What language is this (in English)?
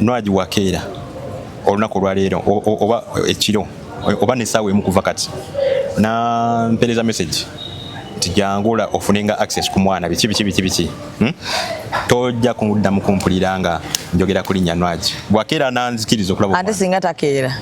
Ganda